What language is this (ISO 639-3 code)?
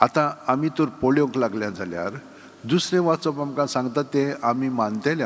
kok